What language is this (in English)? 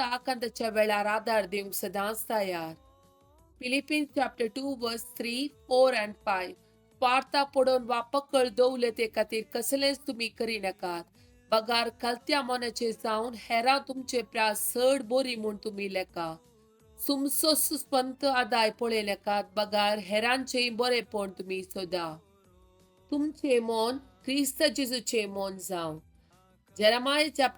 Konkani